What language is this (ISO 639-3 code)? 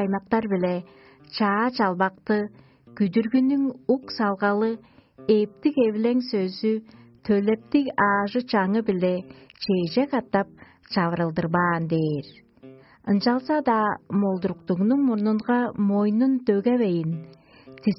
tyv